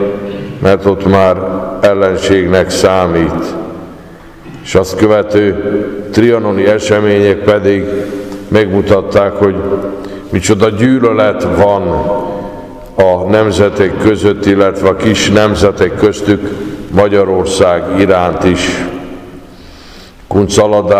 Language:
Hungarian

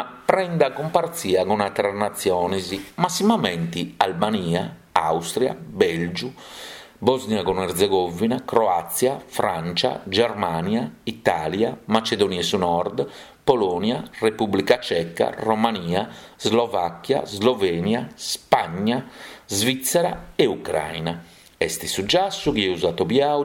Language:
Sardinian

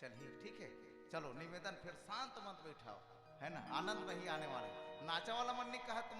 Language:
Chhattisgarhi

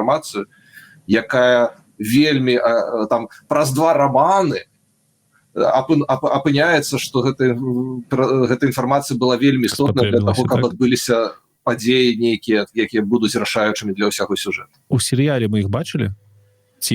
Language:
Belarusian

